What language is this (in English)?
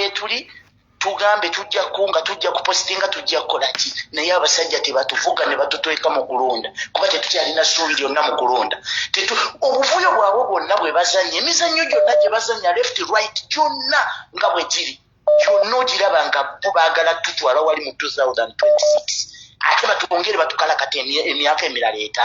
Ganda